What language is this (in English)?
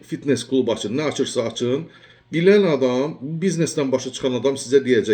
Azerbaijani